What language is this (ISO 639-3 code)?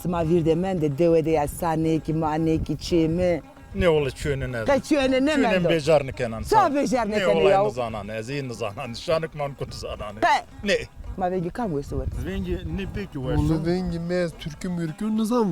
zza